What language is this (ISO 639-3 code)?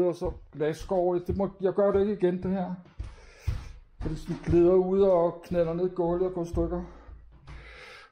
dan